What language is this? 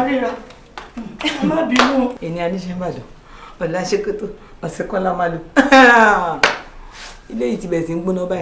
Yoruba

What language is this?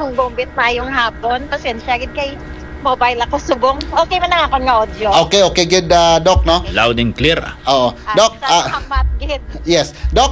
Hiligaynon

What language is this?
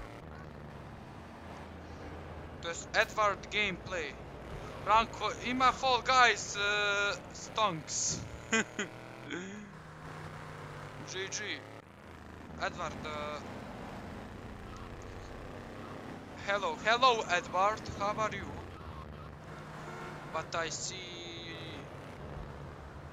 Croatian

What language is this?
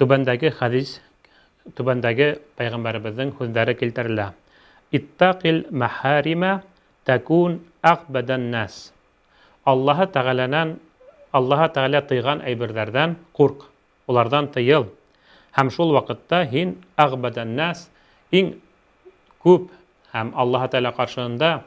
Bashkir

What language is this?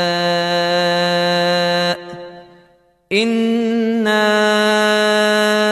Arabic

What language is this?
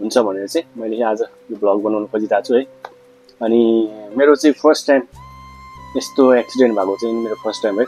Nepali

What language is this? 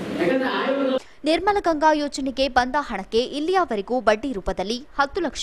Kannada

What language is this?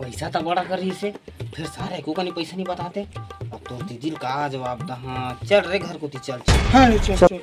Chhattisgarhi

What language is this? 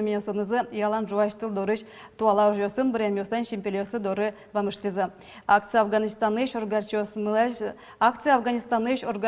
Udmurt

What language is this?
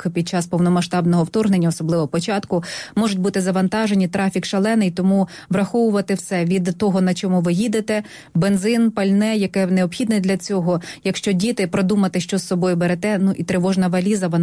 Ukrainian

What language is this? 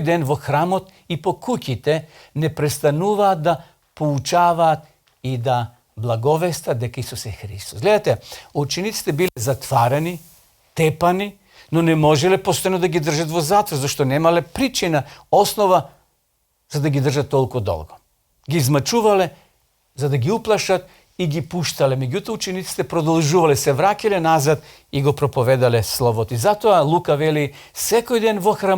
Macedonian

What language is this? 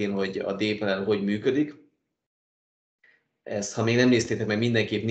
Hungarian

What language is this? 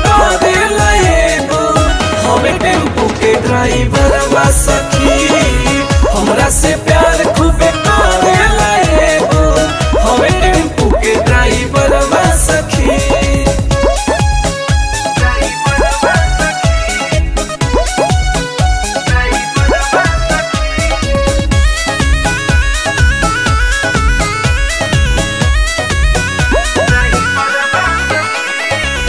Bhojpuri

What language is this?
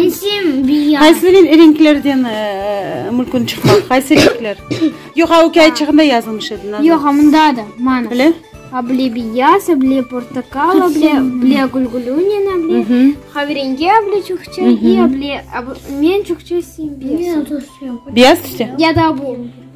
Crimean Tatar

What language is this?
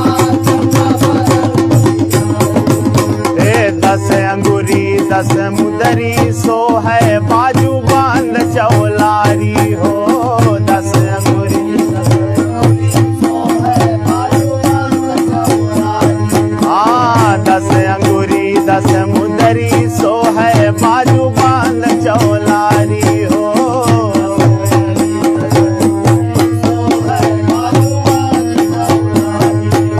Bhojpuri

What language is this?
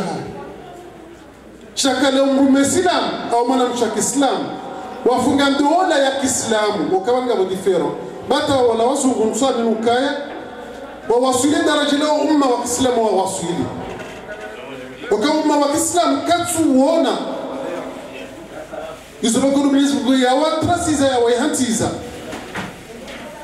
Swahili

